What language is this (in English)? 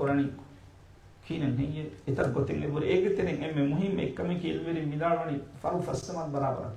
Divehi